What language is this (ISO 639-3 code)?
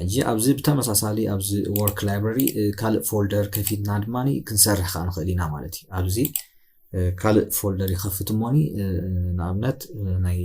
tir